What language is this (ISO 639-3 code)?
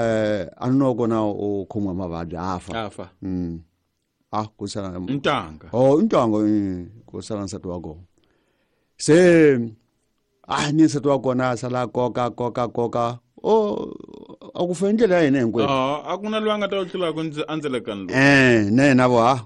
tso